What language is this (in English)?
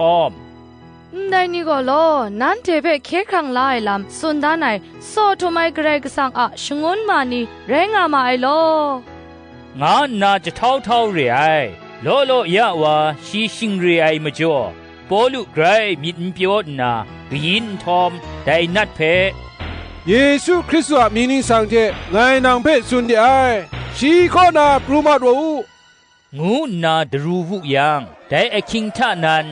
Kachin